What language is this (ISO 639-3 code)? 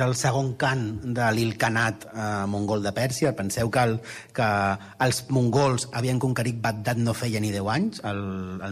cat